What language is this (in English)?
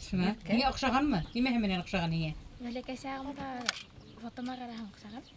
Bashkir